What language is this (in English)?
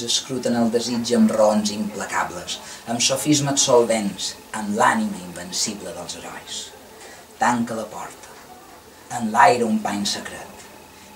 Catalan